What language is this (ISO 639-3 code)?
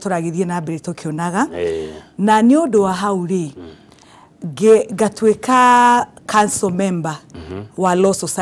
kik